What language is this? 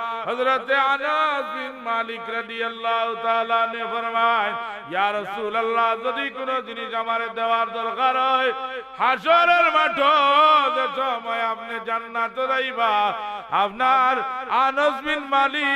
Sylheti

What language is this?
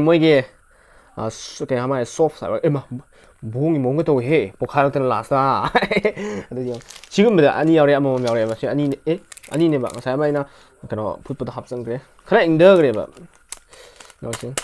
Manipuri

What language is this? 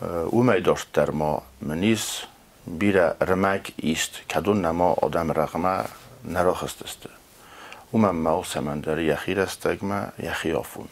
Ossetic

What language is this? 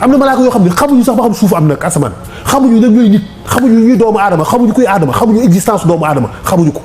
Wolof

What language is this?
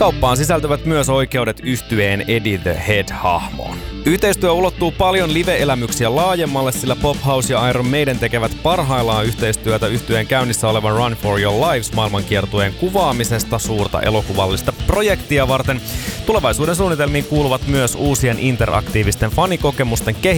Finnish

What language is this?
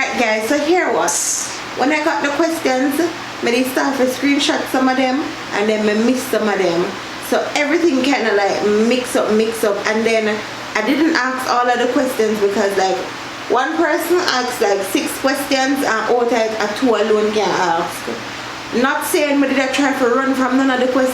Jamaican Creole English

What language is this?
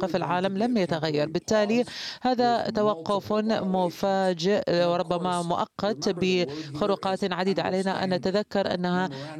Arabic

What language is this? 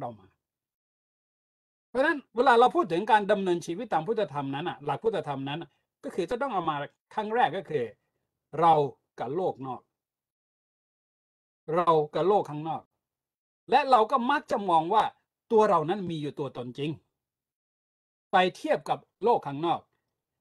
Thai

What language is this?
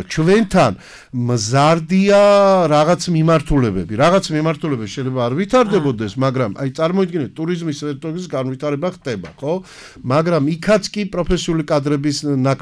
Georgian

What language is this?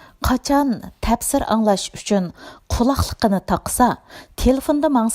Uyghur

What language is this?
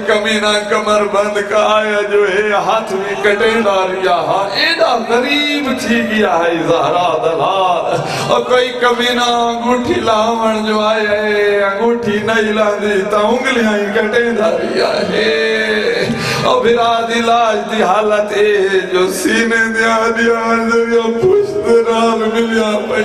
Saraiki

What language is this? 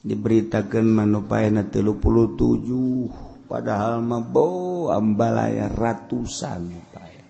Sundanese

